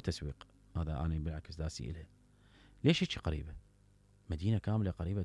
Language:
Mesopotamian Arabic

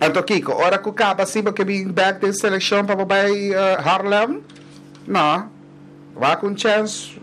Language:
Papiamento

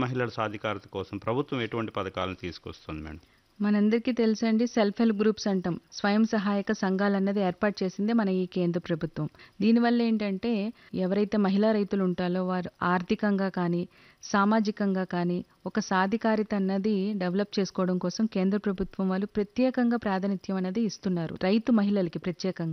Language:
Telugu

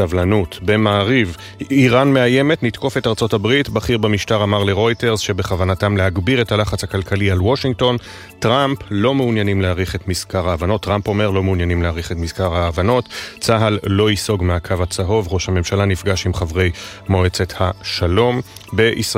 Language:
Hebrew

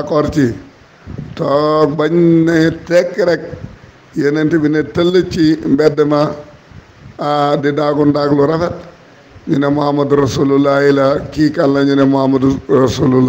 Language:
Wolof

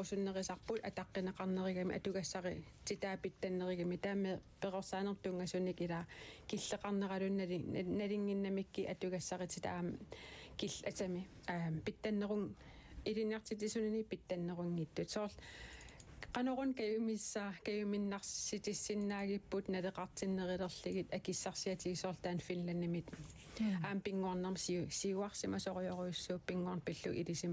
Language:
Kalaallisut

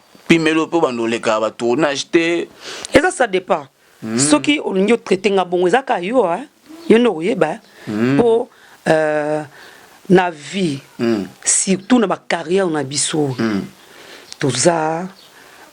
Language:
Lingala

